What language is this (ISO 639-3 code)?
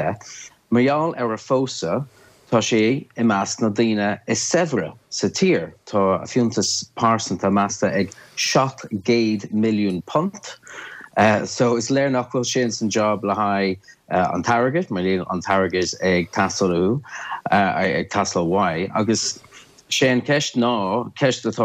gle